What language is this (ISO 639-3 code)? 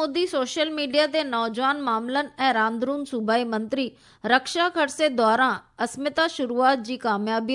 snd